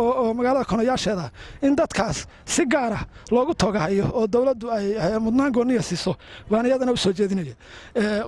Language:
Somali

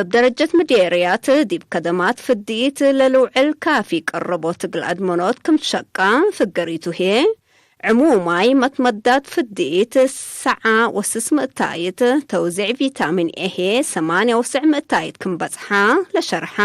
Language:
Tigre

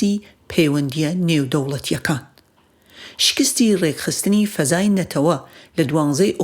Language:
Central Kurdish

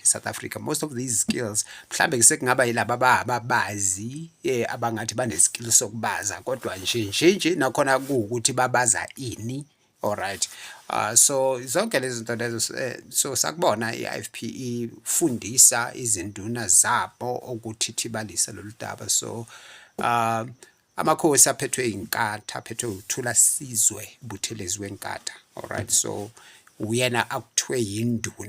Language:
Zulu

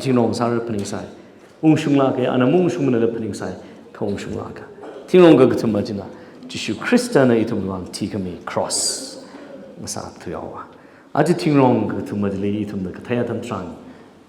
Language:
Tangkhul Naga (India)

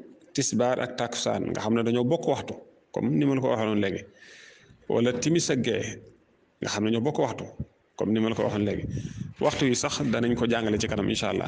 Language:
Wolof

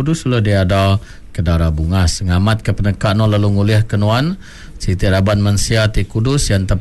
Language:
Iban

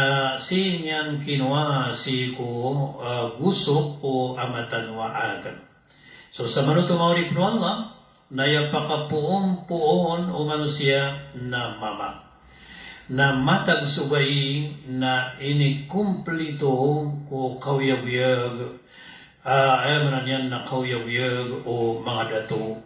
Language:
Maranao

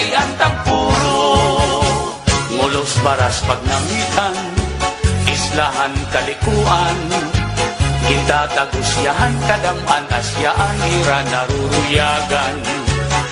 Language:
Waray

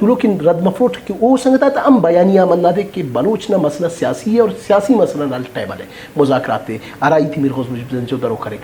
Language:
Brahui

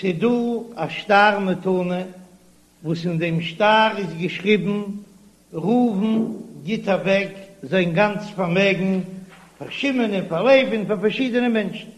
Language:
Yiddish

